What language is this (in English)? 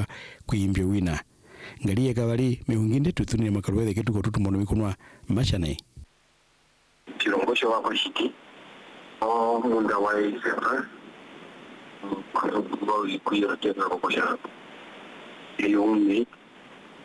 Swahili